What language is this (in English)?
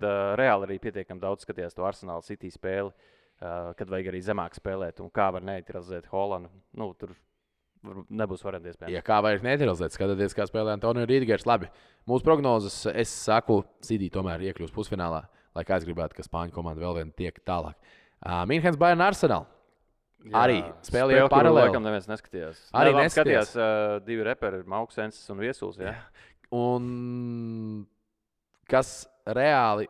Latvian